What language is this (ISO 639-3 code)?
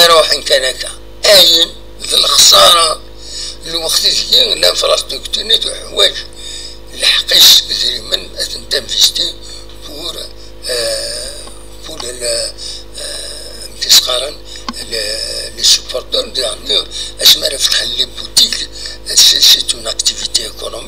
kab